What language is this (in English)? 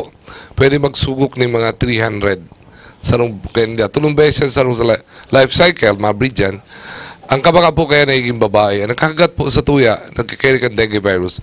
Bikol